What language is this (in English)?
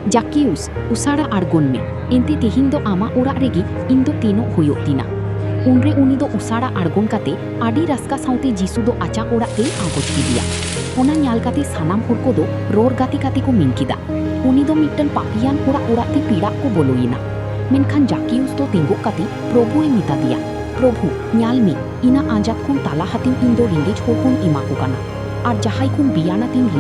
Santali